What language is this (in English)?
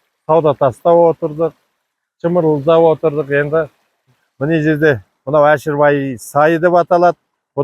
Kazakh